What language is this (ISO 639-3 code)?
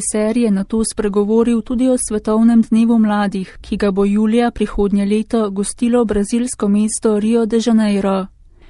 slv